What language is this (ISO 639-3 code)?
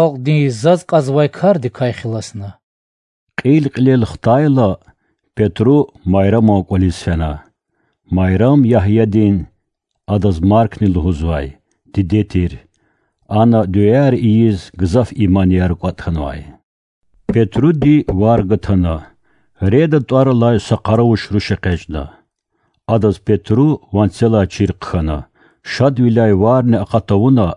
aze